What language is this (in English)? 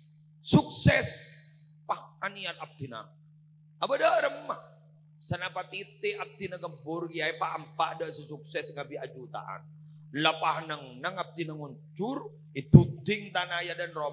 Madurese